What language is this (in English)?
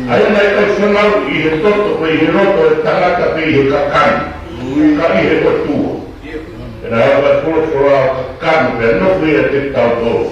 Tongan